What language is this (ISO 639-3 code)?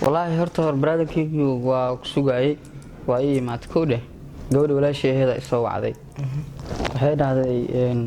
som